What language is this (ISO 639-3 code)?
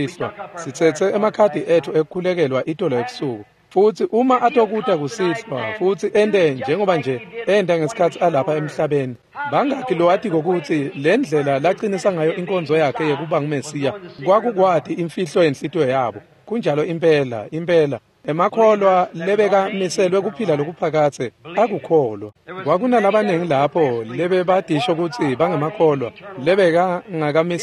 ssw